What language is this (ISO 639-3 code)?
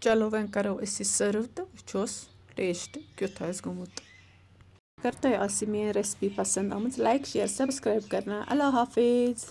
kas